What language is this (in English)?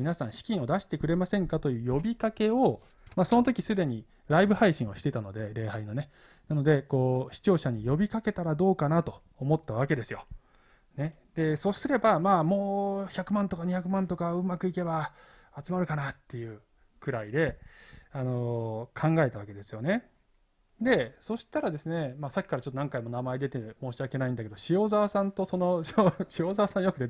Japanese